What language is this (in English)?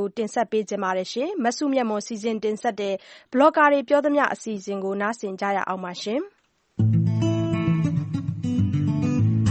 Burmese